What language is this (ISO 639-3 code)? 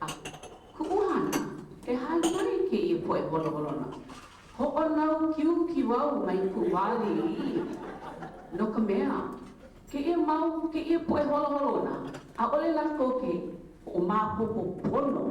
haw